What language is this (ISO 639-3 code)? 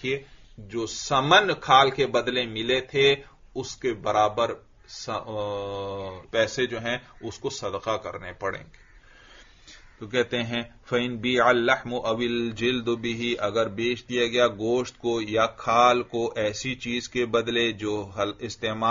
urd